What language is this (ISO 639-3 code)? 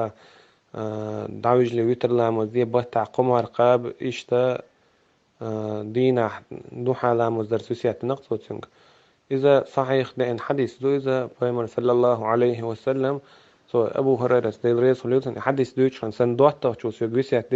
che